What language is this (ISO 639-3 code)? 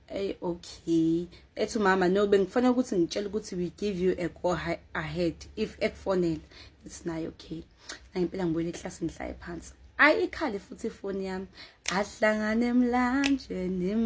zul